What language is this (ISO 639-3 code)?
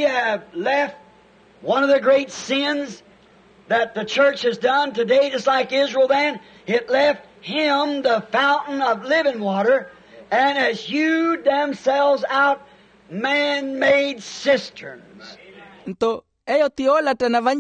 vmw